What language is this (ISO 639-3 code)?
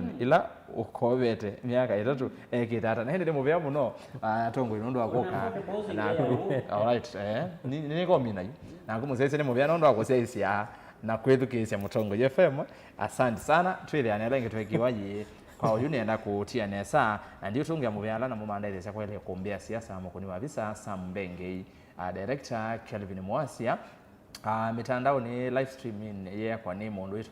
kam